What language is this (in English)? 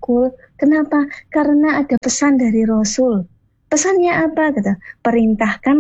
Indonesian